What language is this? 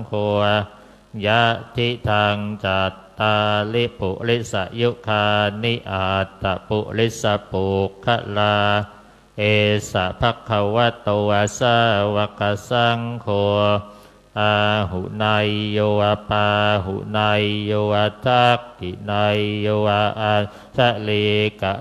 Pali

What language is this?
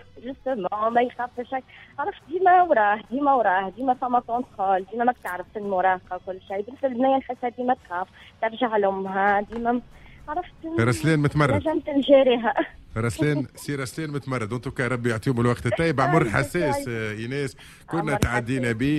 Tunisian Arabic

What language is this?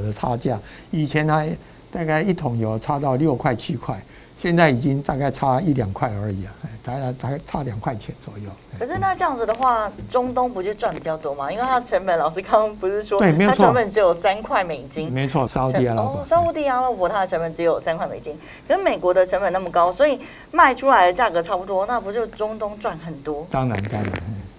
Chinese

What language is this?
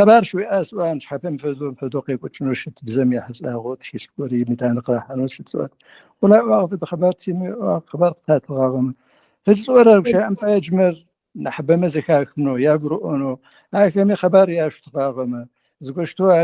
Adyghe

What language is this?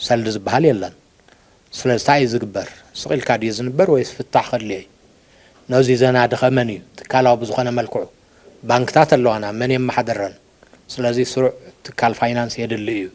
Tigrinya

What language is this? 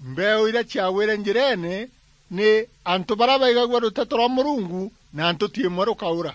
Meru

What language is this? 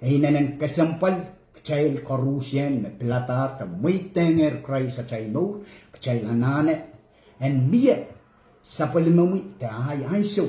Pohnpeian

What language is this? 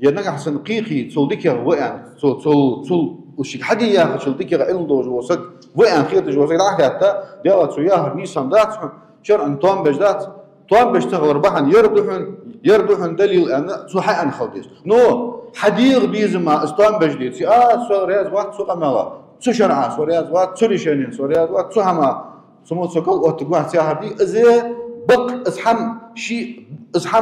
Ingush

